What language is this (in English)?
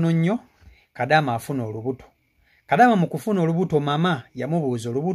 Ganda